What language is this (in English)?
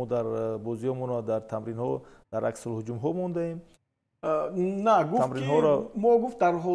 Tajik